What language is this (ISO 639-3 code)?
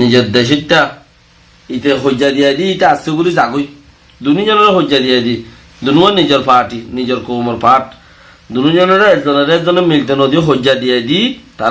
rhg